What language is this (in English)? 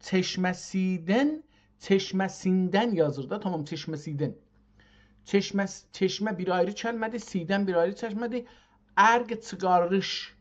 South Azerbaijani